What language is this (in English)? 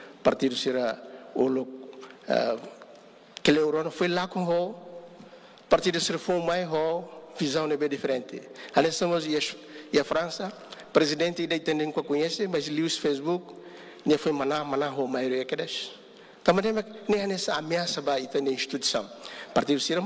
Tetum